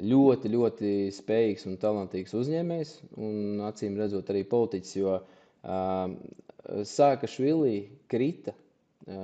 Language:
Latvian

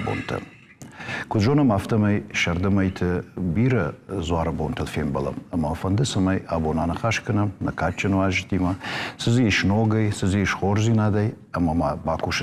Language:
Ossetic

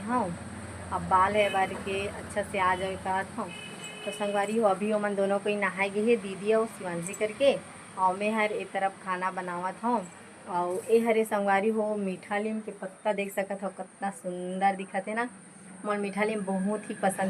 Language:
Chhattisgarhi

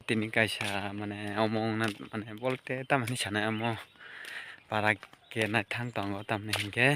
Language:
Kok Borok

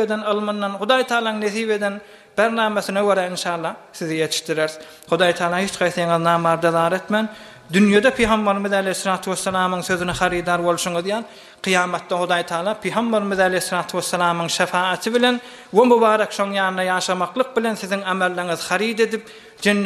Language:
Turkmen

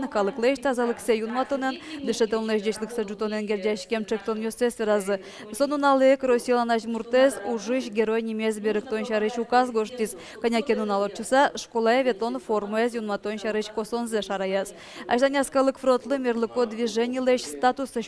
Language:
Udmurt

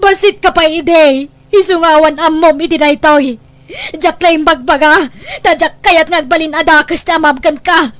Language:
Iloko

